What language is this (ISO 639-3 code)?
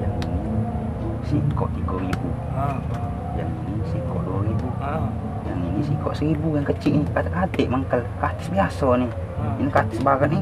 mui